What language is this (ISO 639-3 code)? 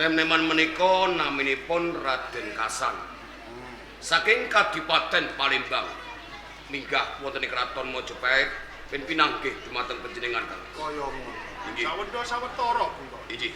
jav